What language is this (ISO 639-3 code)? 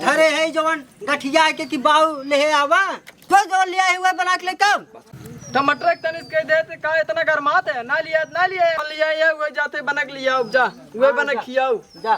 awa